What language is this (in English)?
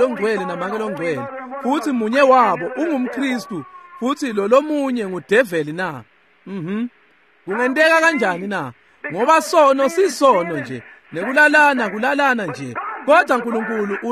Swati